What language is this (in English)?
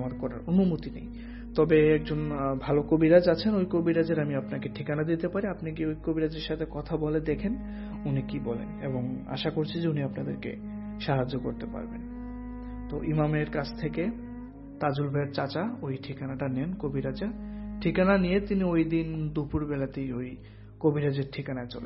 Bangla